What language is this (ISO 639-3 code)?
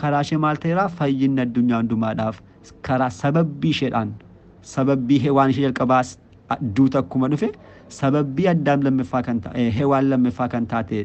orm